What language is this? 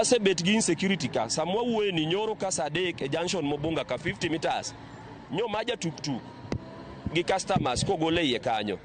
Luo (Kenya and Tanzania)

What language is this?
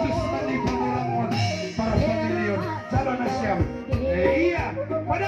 Batak Simalungun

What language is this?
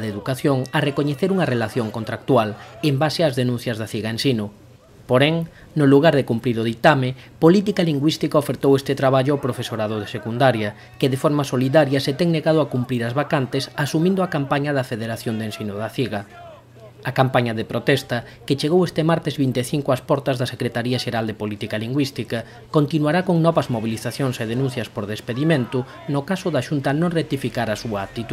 Galician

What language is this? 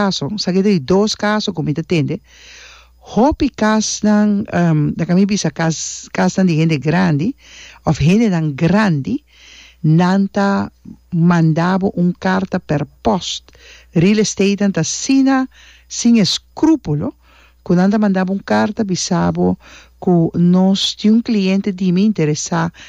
Papiamento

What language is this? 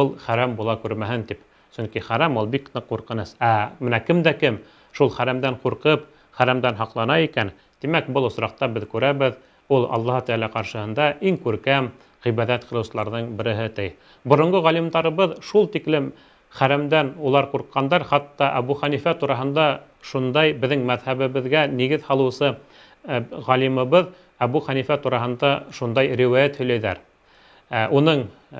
Bashkir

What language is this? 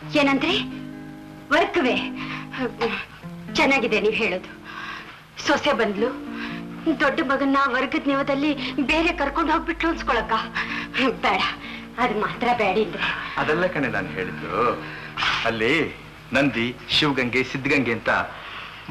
Kannada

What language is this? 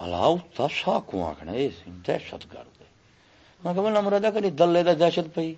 Saraiki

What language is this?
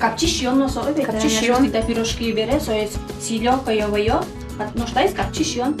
Udmurt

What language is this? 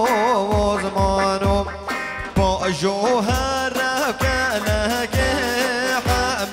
Persian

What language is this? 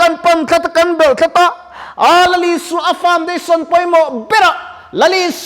Mizo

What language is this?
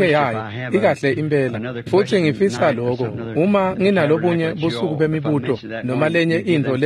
Swati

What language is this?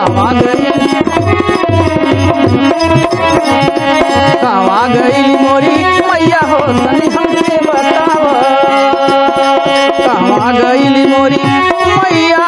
Bhojpuri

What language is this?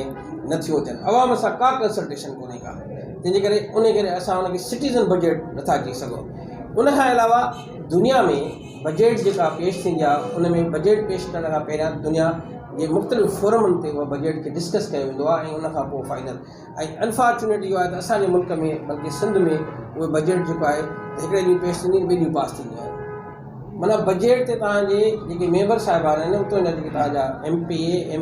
Sindhi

